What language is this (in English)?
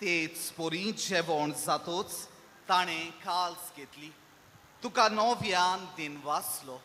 Konkani